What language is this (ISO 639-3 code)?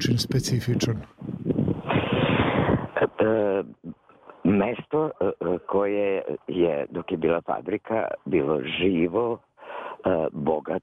srp